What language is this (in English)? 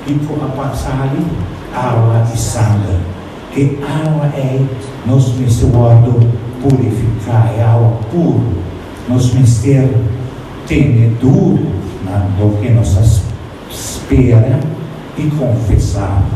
Papiamento